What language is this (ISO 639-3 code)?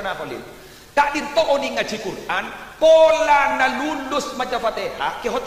mad